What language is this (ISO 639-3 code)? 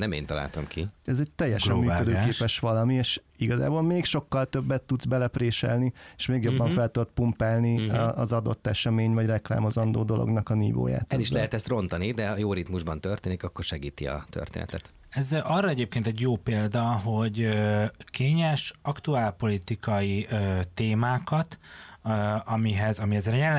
hun